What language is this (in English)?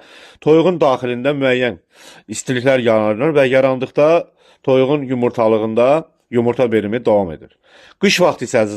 Azerbaijani